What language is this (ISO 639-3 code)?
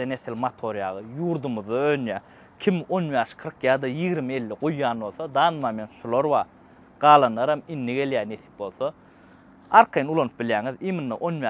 tuk